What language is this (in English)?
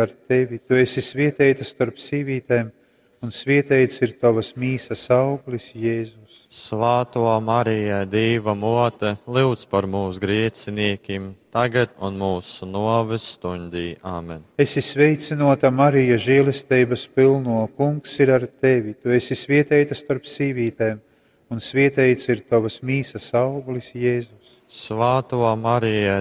Latgalian